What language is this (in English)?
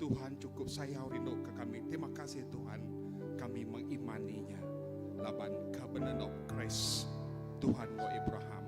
Iban